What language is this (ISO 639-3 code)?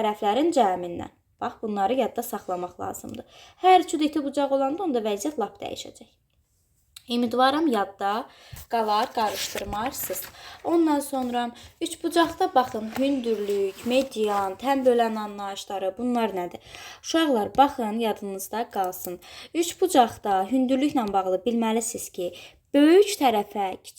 aze